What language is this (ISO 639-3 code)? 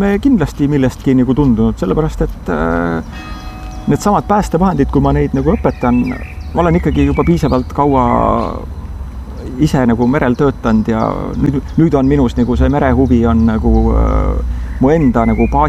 est